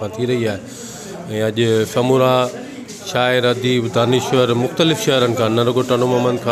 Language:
Sindhi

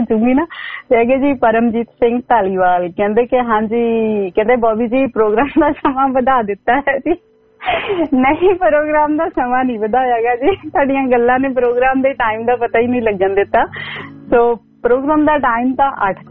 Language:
Punjabi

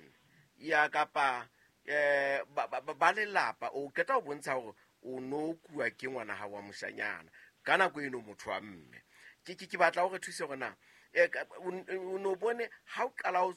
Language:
Southern Sotho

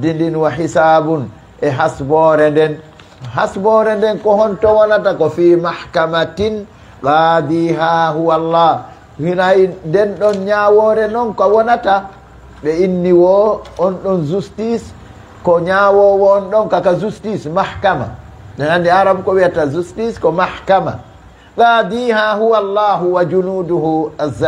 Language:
Fula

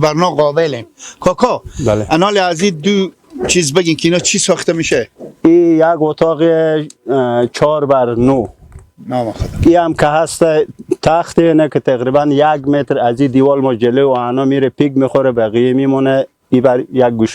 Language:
Persian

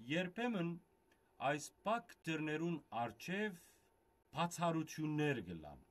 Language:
Western Armenian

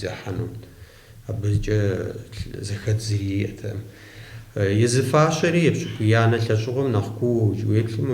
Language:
Kabardian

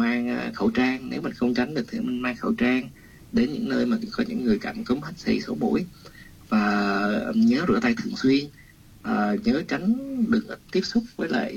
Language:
Vietnamese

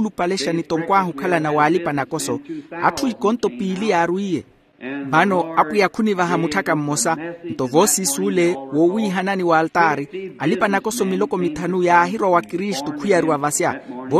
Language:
Makhuwa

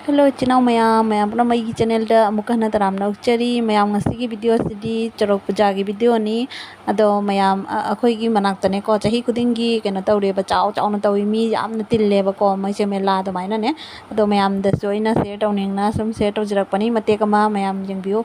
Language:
Manipuri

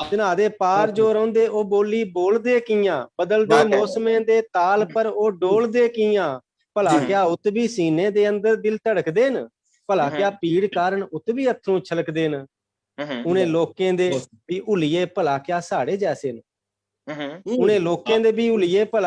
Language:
Dogri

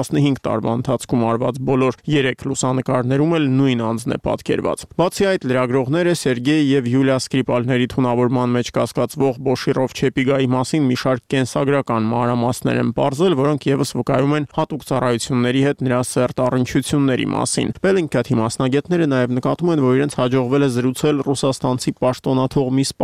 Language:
Armenian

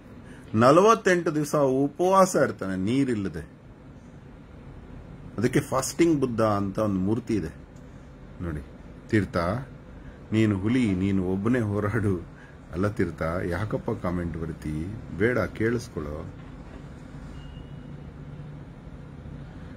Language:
Kannada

